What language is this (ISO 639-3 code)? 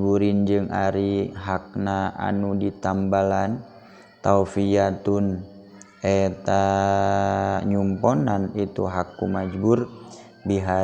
sun